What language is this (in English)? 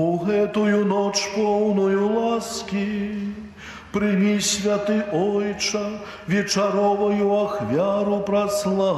Belarusian